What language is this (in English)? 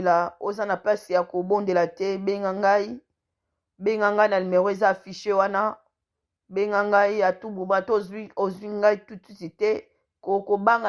Lingala